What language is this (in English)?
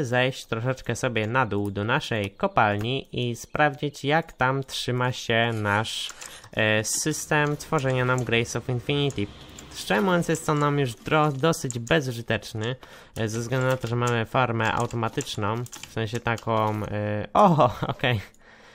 Polish